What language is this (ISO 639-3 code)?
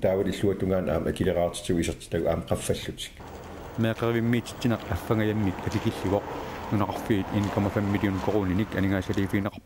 kal